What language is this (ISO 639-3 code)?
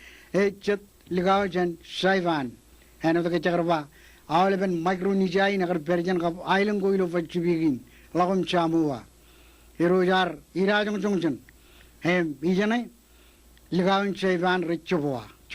mah